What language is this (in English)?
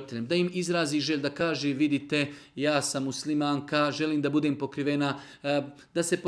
Bosnian